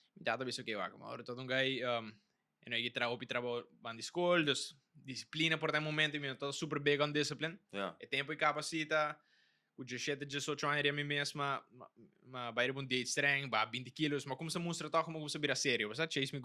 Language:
Papiamento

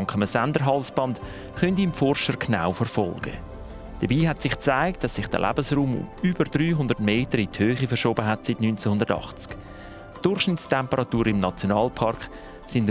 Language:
Swiss German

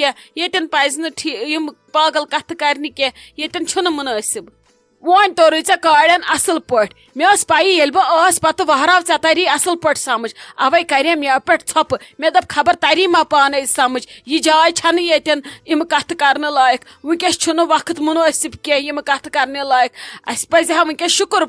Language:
Kashmiri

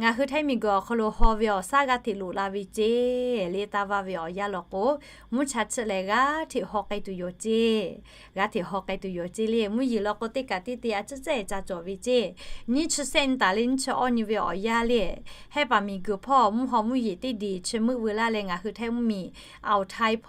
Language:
Lahu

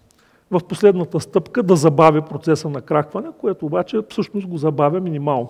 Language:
Bulgarian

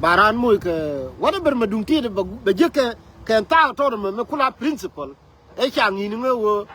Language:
Nuer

